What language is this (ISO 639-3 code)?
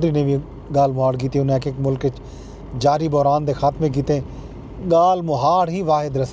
skr